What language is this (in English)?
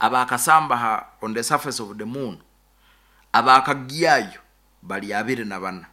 Nyoro